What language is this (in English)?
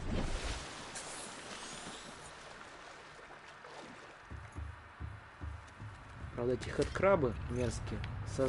Russian